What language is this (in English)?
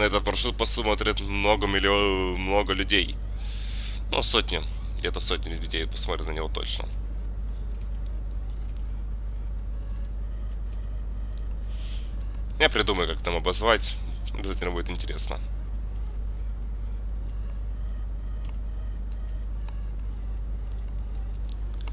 Russian